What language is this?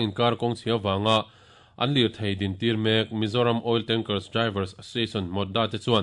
Mizo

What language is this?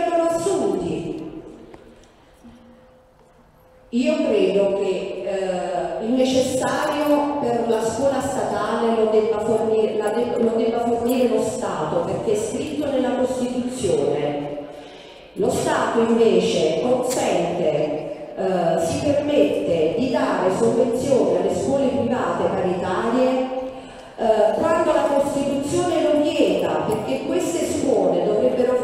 Italian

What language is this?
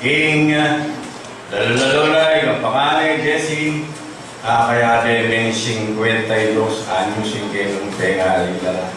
Pampanga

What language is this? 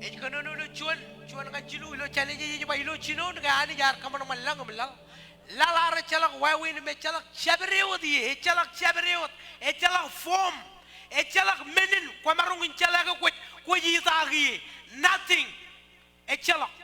Marshallese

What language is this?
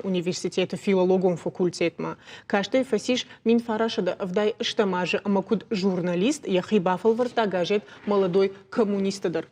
Ossetic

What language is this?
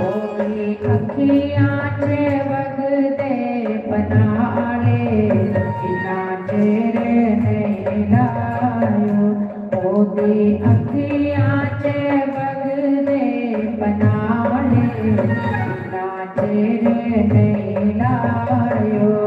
Dogri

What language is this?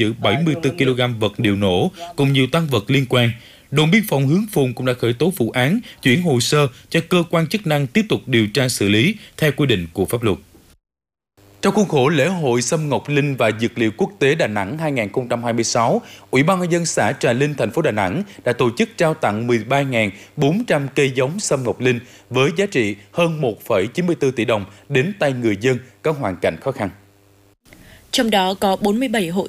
Vietnamese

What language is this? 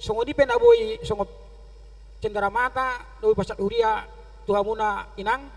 Batak Toba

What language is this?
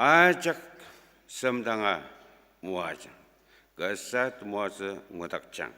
Ao Naga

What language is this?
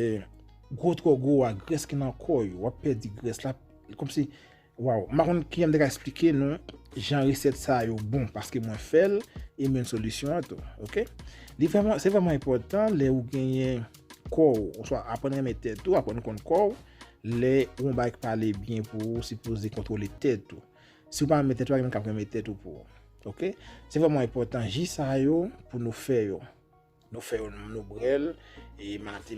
Haitian Creole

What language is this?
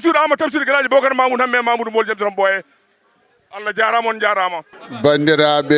Fula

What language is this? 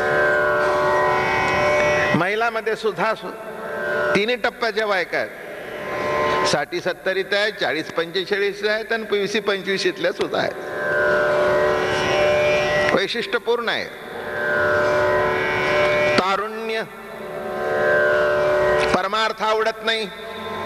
Marathi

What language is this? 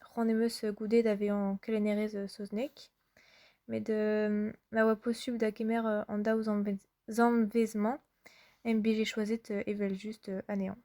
Breton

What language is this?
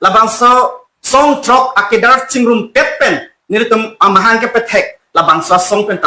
Karbi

